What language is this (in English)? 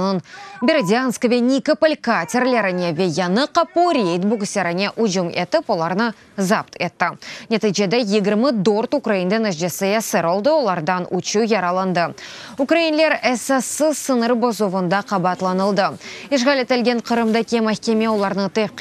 Crimean Tatar